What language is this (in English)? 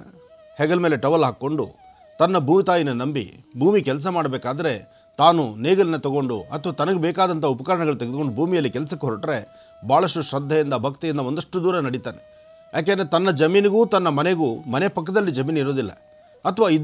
Kannada